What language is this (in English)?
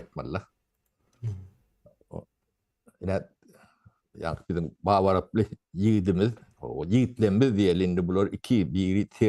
Turkmen